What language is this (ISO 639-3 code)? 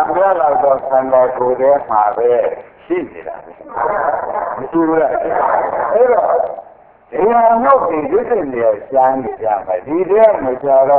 mya